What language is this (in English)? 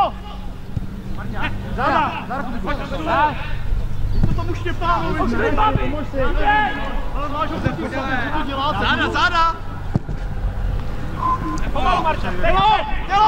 Czech